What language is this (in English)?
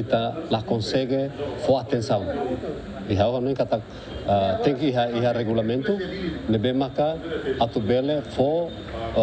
Tetum